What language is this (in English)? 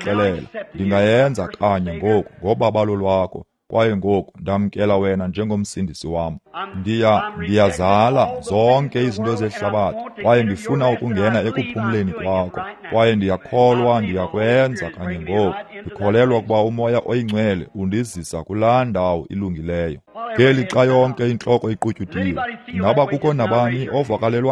Xhosa